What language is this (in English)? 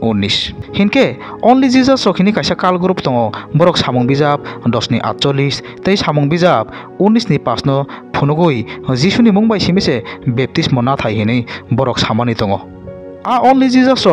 Kok Borok